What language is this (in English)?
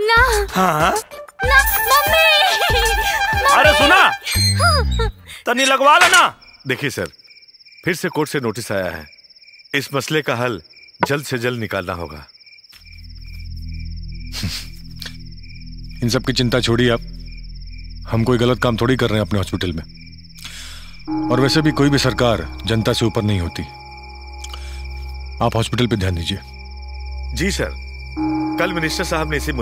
Bhojpuri